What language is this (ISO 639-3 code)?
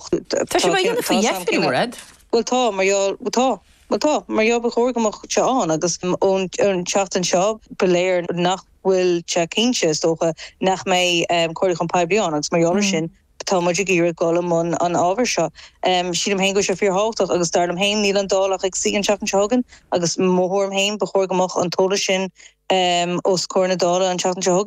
gle